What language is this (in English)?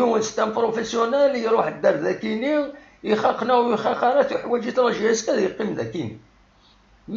Kabyle